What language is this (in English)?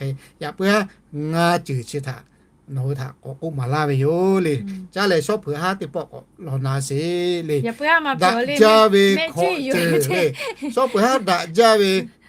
Lahu